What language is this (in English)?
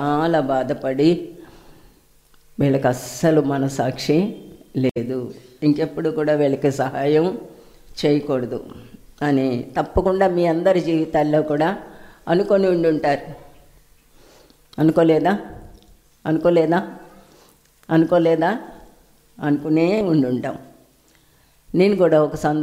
Telugu